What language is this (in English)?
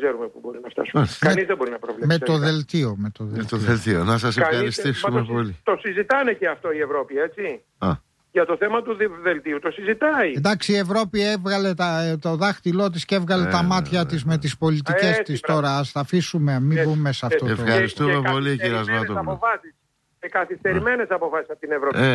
Greek